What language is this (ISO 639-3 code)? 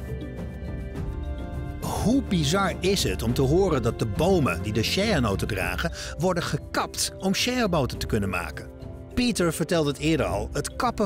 nld